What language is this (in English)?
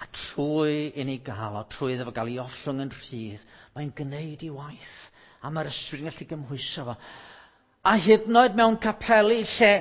Welsh